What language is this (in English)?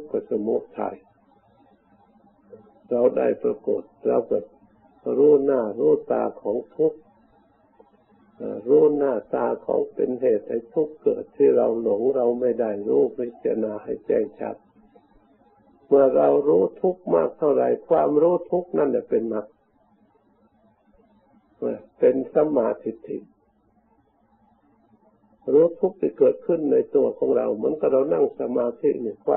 Thai